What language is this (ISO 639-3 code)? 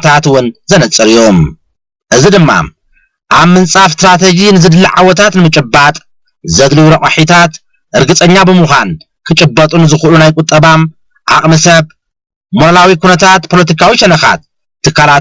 tir